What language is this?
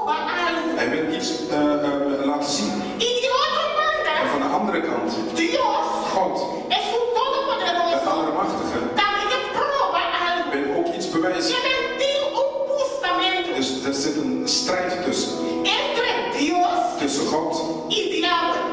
Papiamento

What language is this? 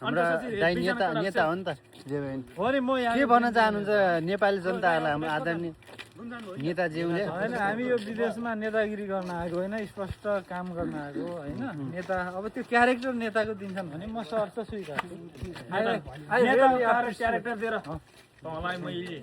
Nepali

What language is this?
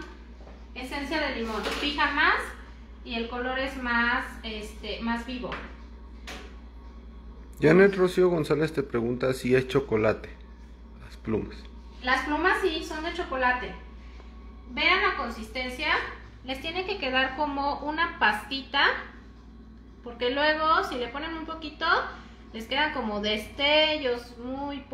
Spanish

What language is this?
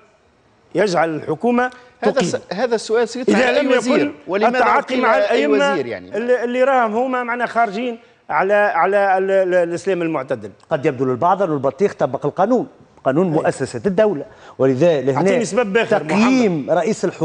Arabic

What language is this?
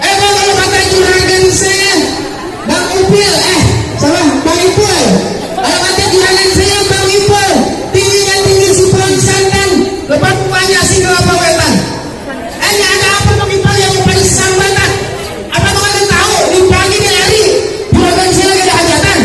Betawi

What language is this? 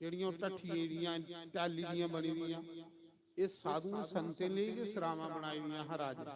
Dogri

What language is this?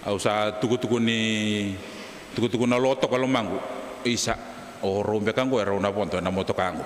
Fijian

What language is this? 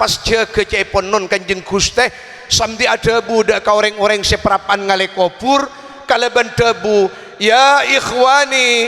Madurese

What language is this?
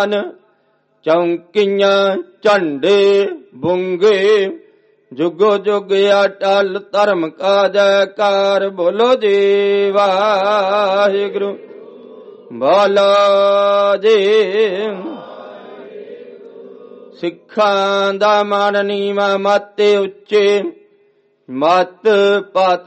Punjabi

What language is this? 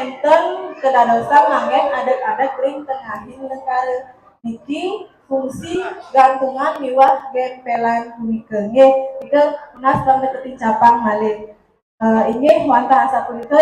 Balinese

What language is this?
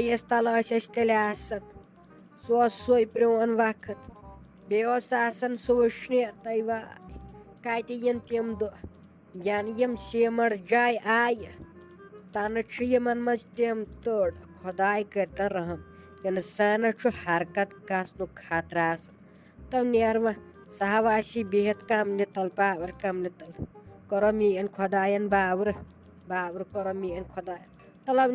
Kashmiri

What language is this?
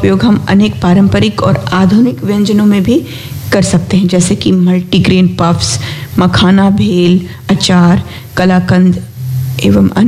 Hindi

